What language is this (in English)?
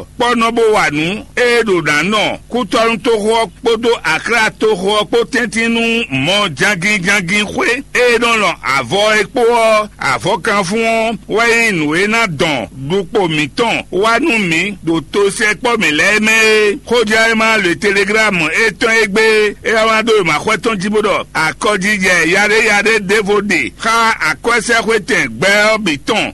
Fon